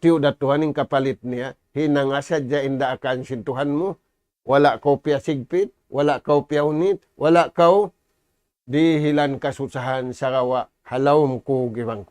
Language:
Tausug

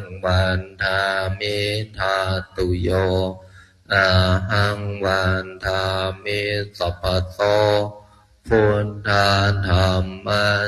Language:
Pali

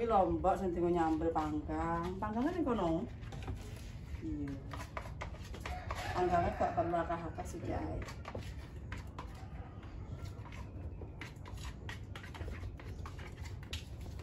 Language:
Javanese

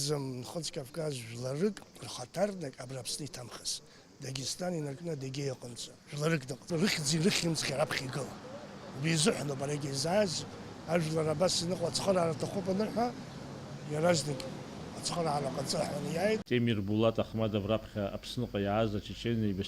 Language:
Abkhazian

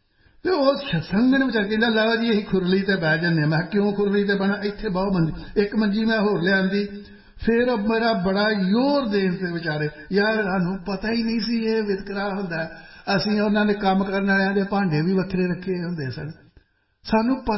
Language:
Punjabi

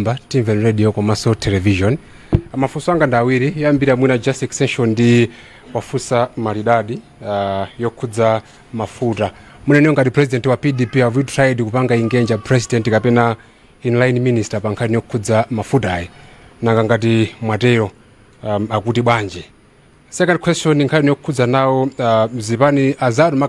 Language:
Nyanja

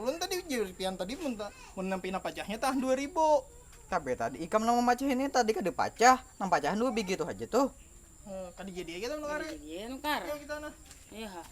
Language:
Banjar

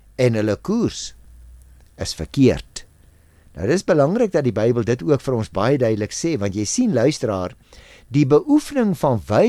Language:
Afrikaans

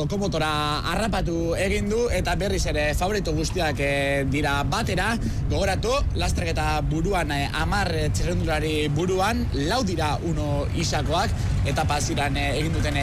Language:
Basque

